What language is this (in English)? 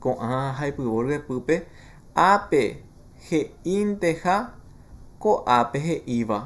Guarani